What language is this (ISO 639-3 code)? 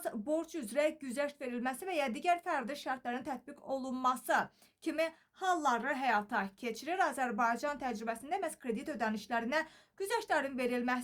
aze